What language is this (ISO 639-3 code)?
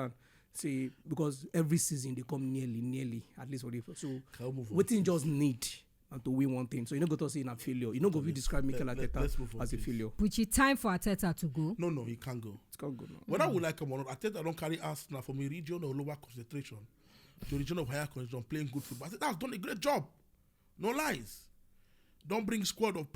pcm